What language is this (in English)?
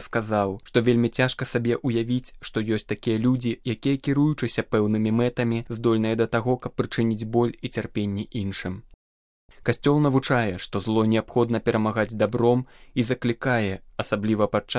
Belarusian